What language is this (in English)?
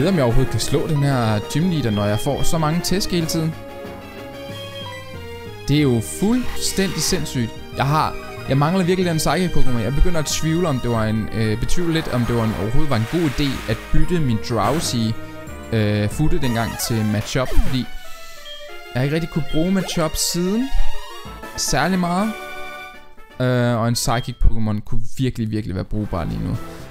Danish